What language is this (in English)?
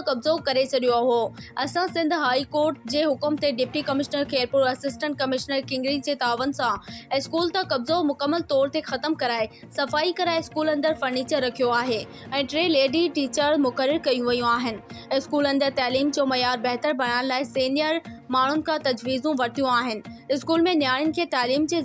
Sindhi